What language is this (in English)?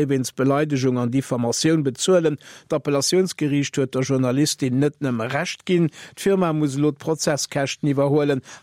Luxembourgish